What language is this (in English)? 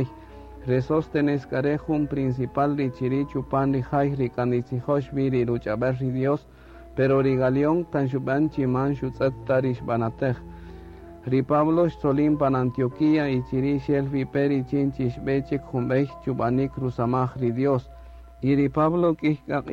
Kaqchikel